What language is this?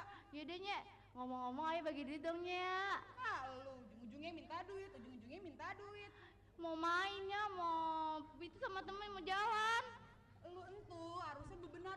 Betawi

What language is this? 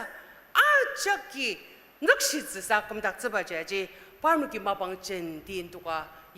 Ao Naga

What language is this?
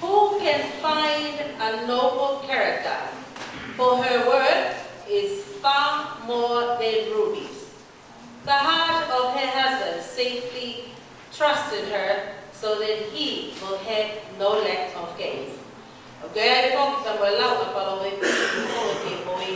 Tongan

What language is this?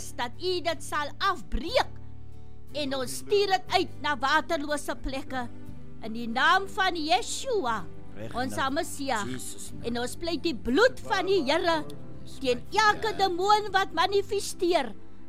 Afrikaans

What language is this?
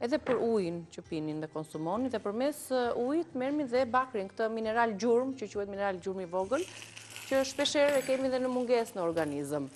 Albanian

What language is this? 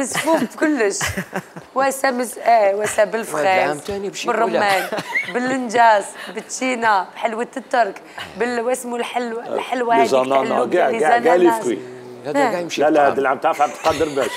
Algerian Arabic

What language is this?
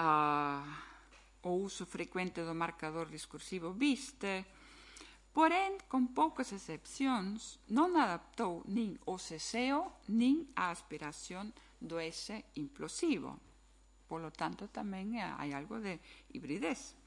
Galician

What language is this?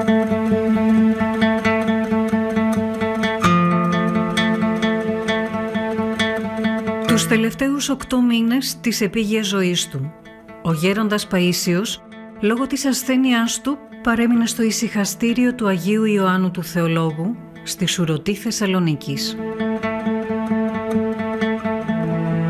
Greek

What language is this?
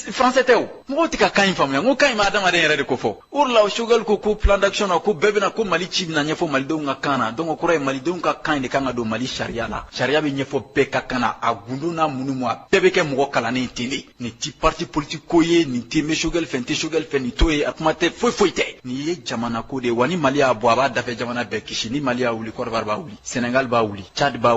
Bambara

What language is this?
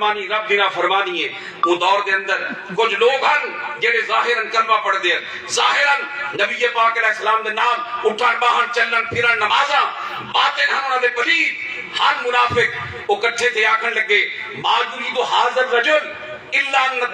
Saraiki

